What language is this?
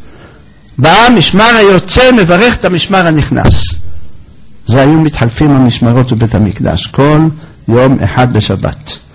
Hebrew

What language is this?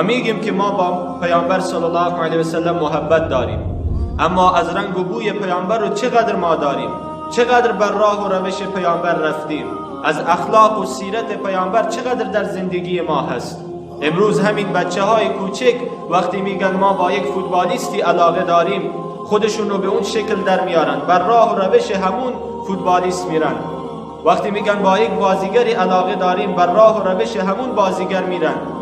Persian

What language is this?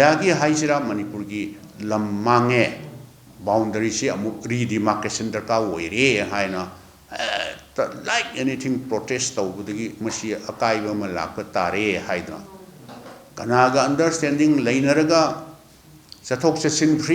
Manipuri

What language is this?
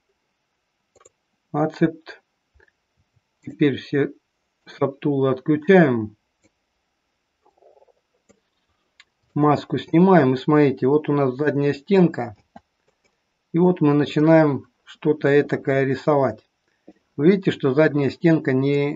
Russian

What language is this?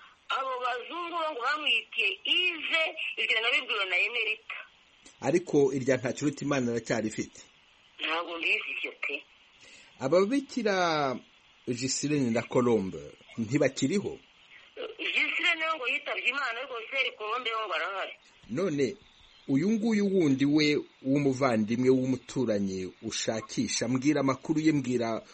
Kinyarwanda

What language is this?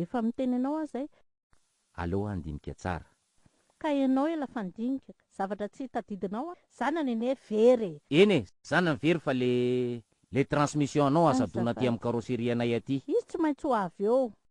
Malagasy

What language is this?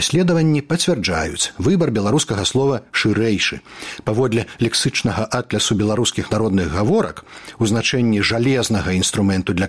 Belarusian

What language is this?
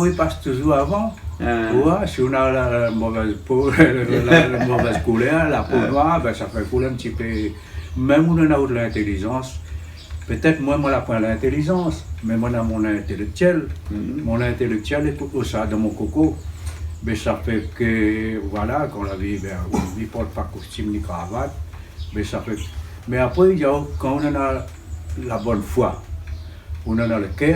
Réunion Creole French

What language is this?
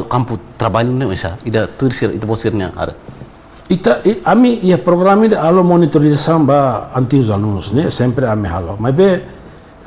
Tetum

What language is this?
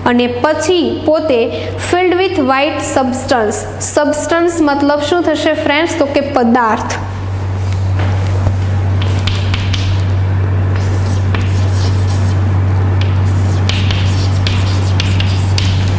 Gujarati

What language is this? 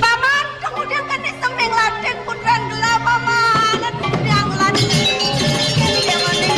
Balinese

